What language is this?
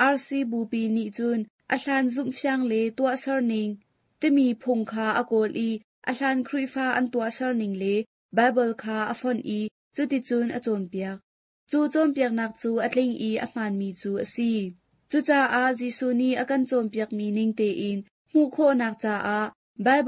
Hakha Chin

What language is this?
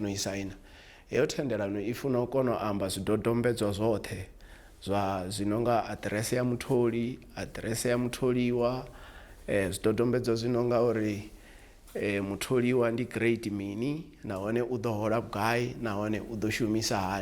Venda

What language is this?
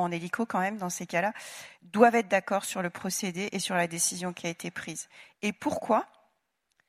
French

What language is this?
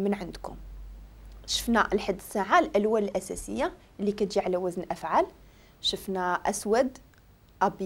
Moroccan Arabic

